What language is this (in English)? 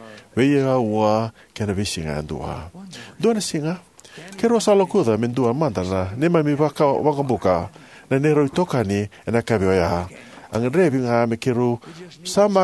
Fijian